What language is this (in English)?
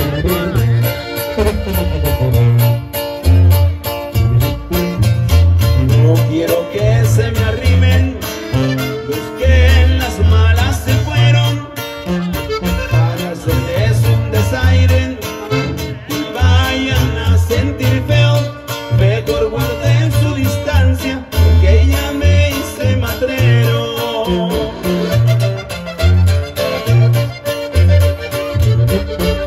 Spanish